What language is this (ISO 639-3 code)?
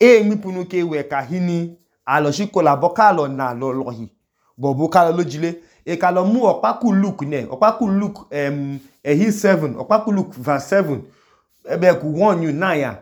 idu